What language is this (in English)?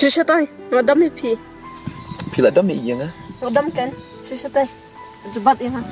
Khasi